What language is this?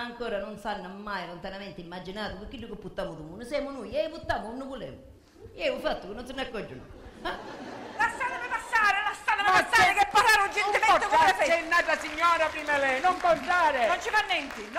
Sicilian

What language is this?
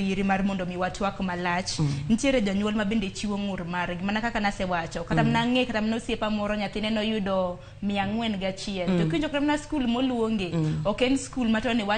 Luo (Kenya and Tanzania)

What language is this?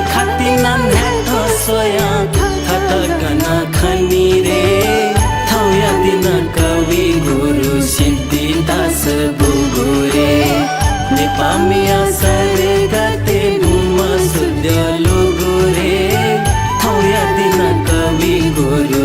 Newari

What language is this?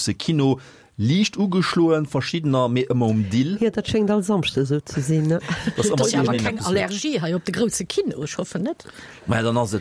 Luxembourgish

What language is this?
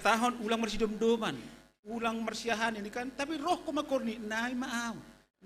Batak Simalungun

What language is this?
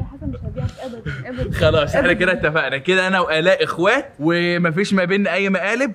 Egyptian Arabic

